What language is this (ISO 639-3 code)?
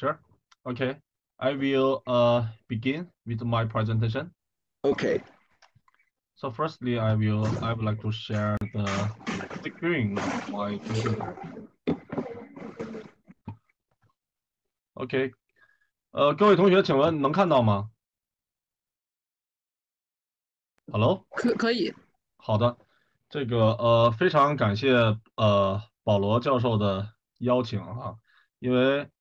zho